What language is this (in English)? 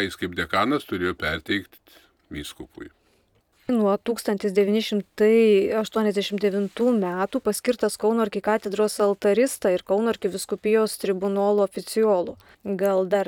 Lithuanian